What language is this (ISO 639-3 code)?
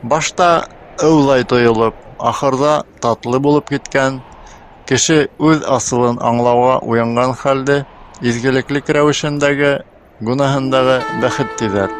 bak